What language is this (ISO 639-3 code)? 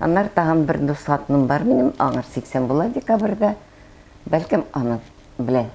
tat